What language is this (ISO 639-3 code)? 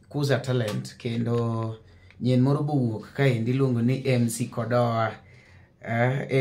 luo